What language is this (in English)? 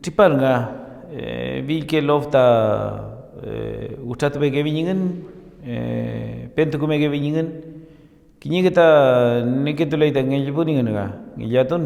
Mapuche